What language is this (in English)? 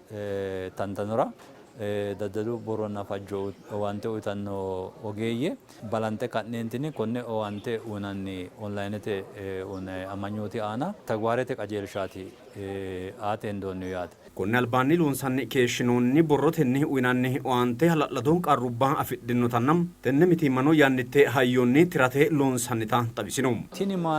Sidamo